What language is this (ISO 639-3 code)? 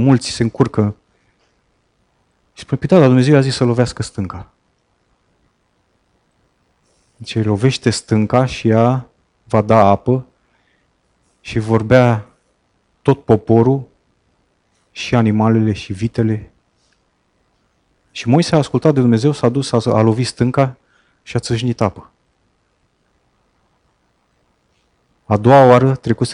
ron